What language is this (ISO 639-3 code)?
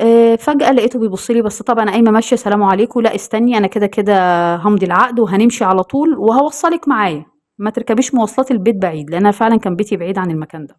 arz